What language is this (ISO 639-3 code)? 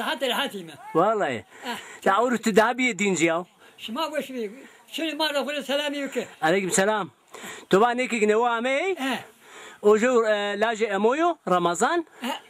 zza